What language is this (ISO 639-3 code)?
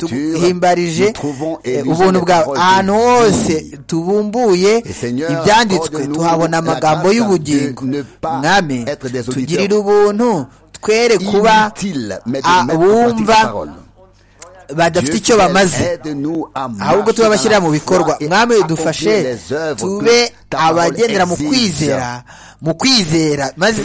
kin